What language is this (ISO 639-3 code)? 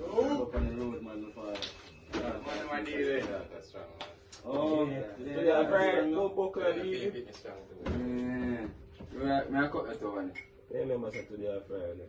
jam